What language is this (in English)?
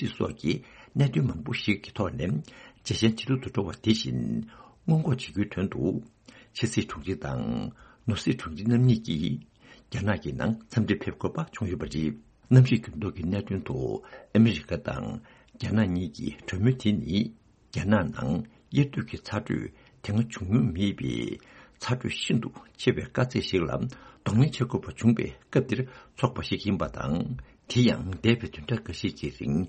Tibetan